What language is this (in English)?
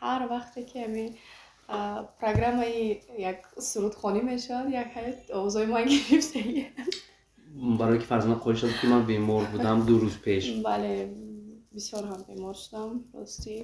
Tajik